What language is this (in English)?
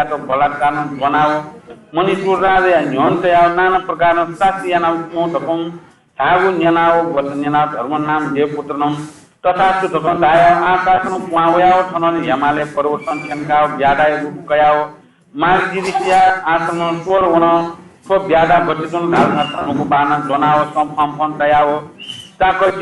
Newari